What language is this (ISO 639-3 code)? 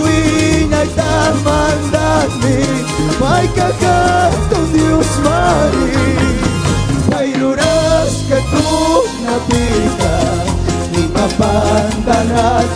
qug